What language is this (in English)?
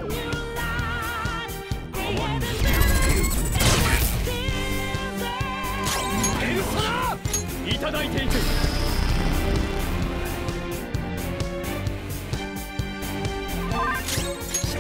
Japanese